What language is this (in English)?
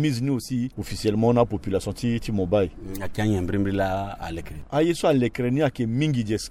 Sango